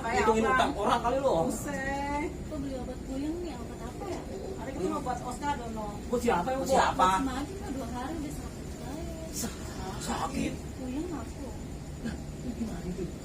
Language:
Betawi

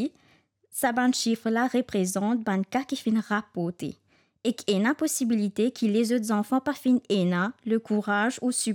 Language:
Morisyen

